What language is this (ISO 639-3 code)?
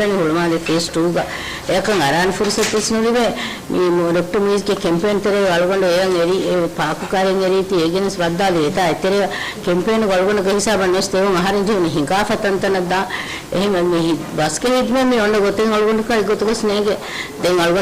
div